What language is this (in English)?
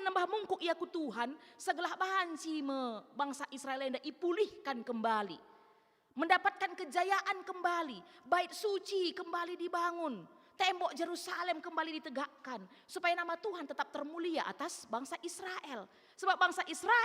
Batak Karo